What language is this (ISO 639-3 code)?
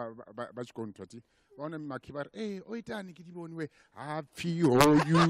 ven